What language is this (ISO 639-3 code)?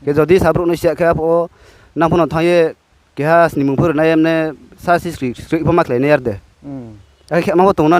ria